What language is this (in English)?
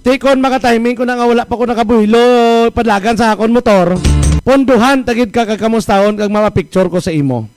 Hiligaynon